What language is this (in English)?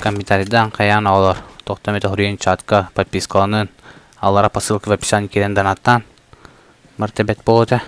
Yakut